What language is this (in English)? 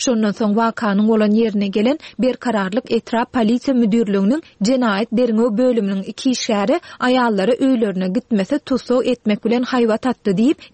Turkmen